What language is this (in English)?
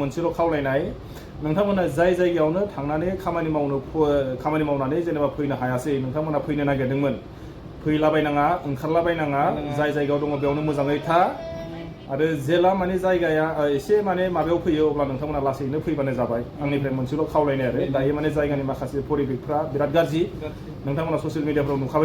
Bodo